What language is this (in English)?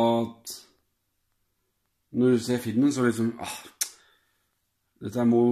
Norwegian